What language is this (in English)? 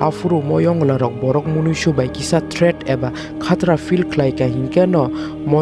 Kok Borok